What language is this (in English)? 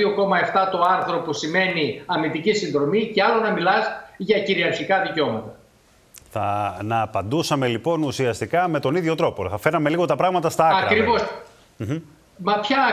Greek